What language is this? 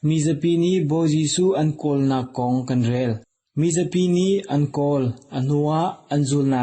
Hakha Chin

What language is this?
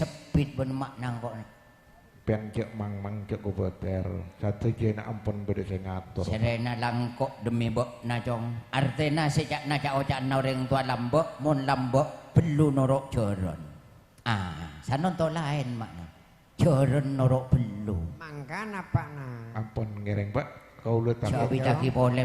Madurese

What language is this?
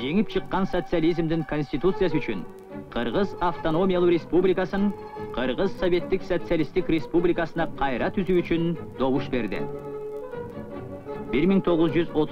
Kyrgyz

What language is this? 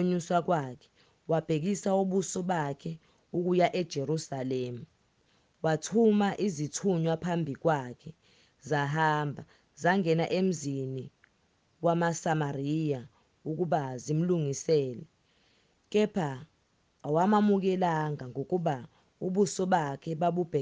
Zulu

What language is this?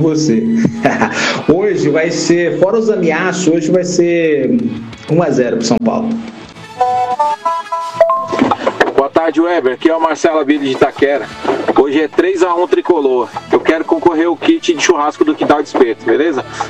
Portuguese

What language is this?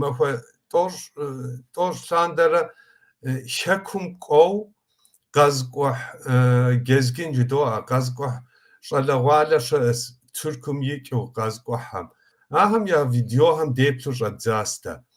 Kabardian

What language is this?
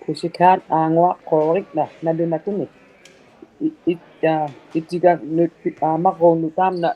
Inuktitut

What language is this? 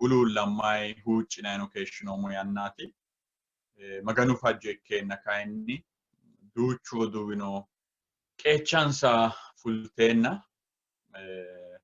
Sidamo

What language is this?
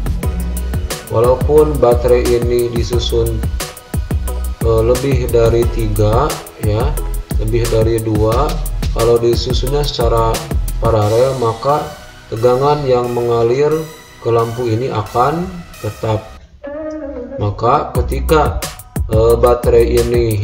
Indonesian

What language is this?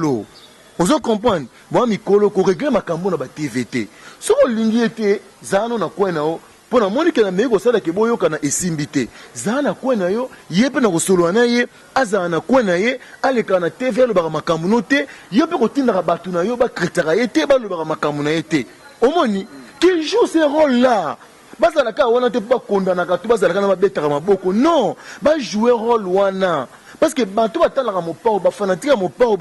Lingala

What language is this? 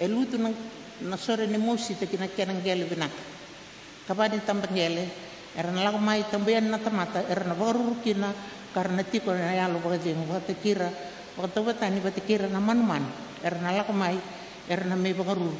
Fijian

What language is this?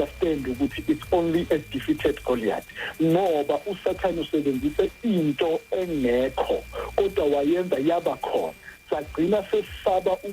Zulu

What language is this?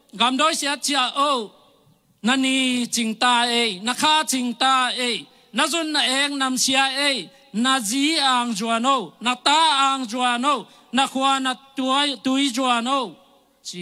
Tedim Chin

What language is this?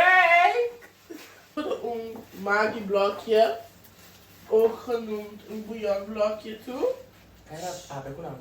Papiamento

